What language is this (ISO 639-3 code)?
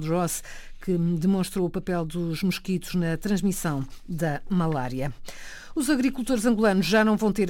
por